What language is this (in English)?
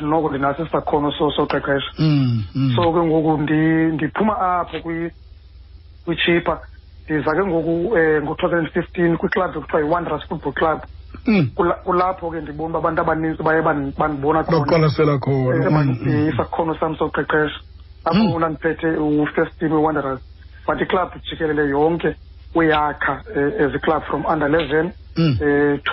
Xhosa